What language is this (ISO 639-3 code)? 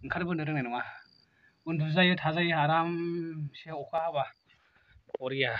brx